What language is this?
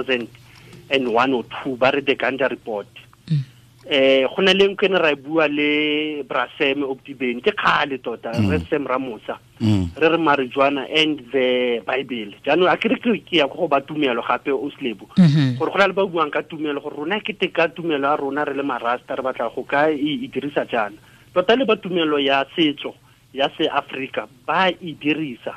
Tswana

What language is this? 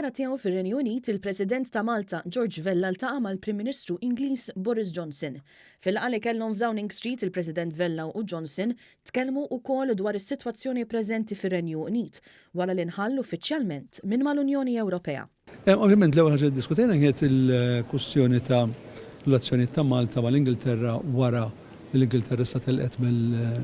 Maltese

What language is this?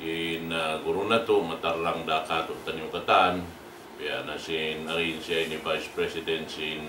Tausug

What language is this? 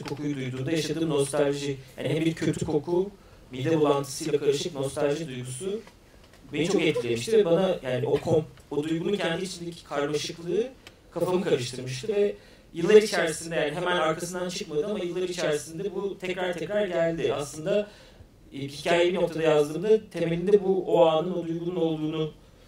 Turkish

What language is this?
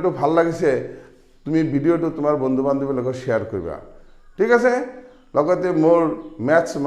Assamese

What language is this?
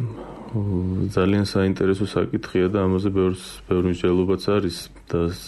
Georgian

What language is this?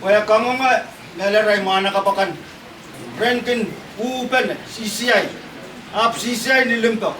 Pohnpeian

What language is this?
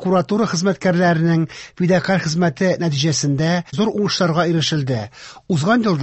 Tatar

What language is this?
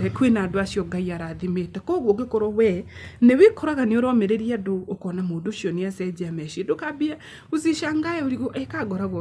Kikuyu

